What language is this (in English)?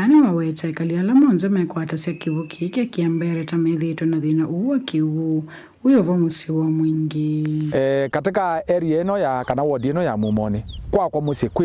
Kamba